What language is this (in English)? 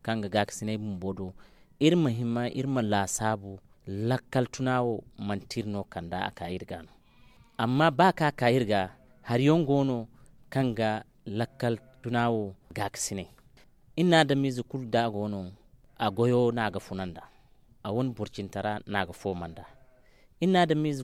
Zarma